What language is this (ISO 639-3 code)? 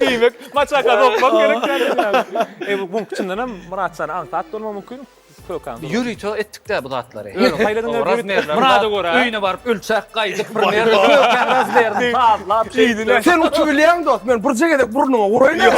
tuk